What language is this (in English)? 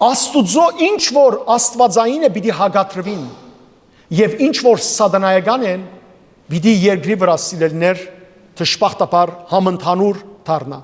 Western Armenian